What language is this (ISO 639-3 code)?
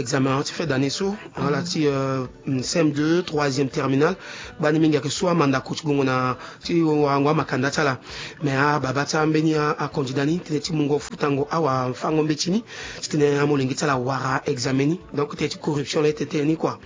sag